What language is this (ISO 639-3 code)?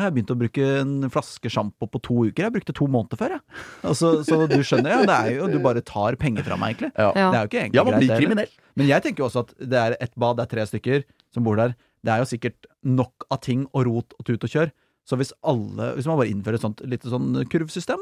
nor